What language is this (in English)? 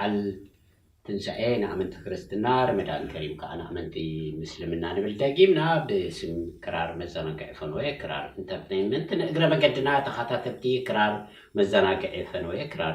Tigrinya